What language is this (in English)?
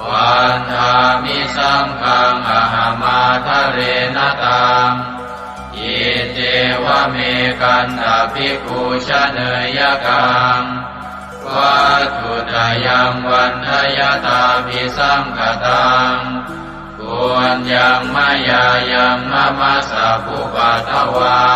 Pali